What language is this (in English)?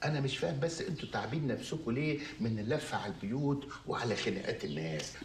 Egyptian Arabic